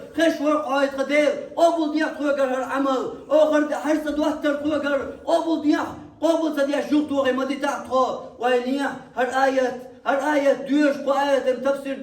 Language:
Chechen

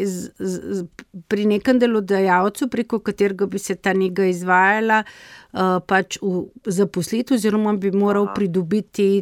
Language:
Slovenian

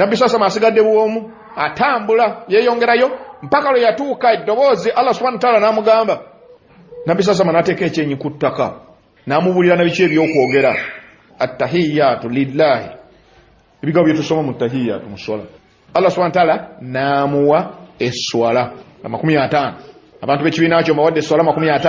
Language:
Ganda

